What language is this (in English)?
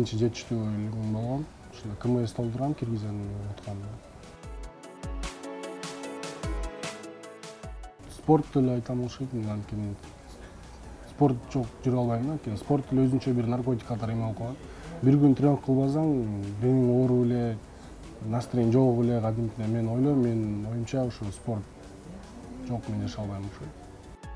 Kyrgyz